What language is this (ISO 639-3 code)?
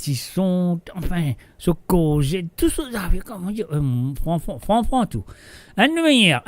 mfe